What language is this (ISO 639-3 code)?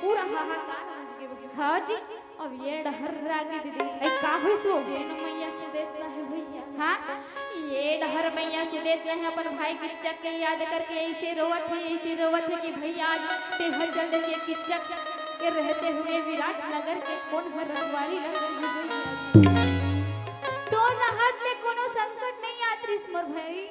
hne